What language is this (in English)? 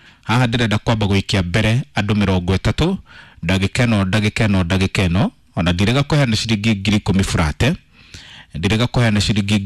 Kikuyu